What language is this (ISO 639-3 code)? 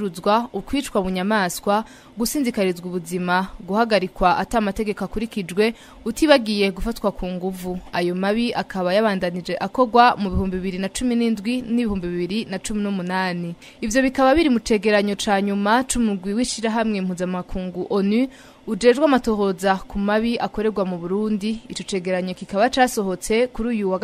run